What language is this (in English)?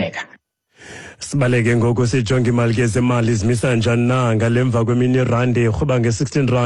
Xhosa